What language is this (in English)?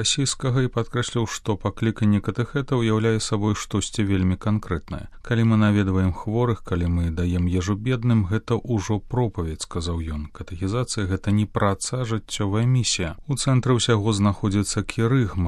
Belarusian